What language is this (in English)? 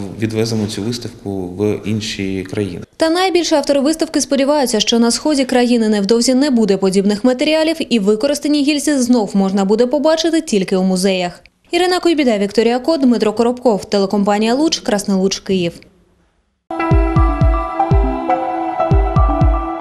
Ukrainian